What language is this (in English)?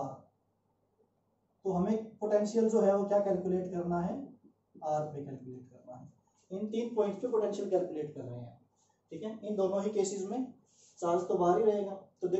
Hindi